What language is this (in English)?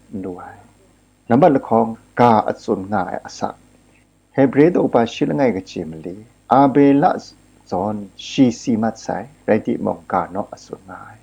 Kachin